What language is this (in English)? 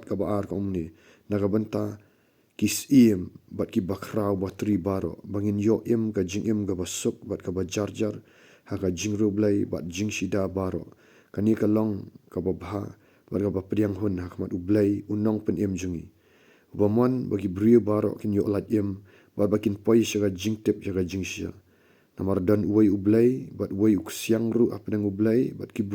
Khasi